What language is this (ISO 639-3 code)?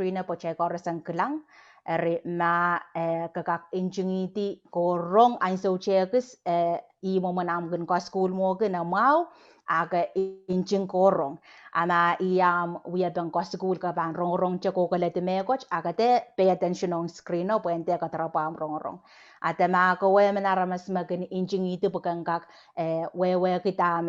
pon